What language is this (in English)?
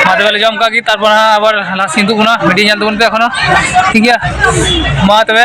Santali